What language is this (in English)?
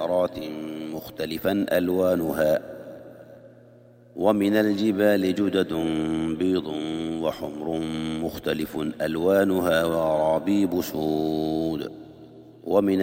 Arabic